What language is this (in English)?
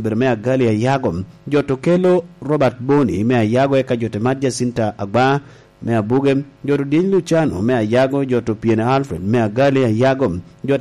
Lango (Uganda)